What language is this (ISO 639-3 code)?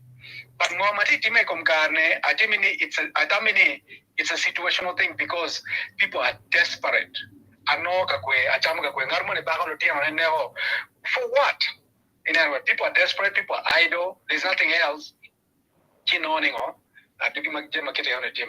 ach